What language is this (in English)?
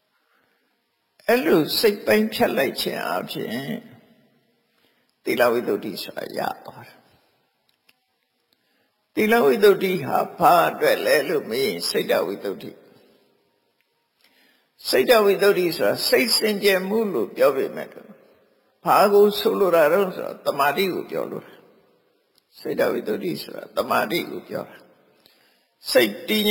Burmese